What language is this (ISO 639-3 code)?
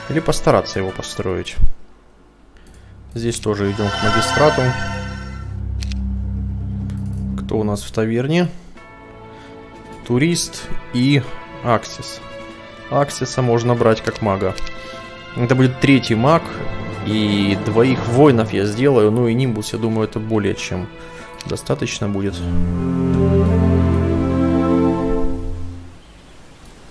rus